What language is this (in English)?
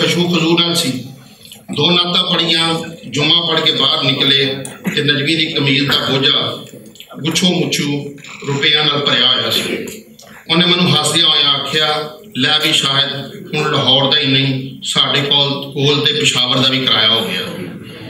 Western Panjabi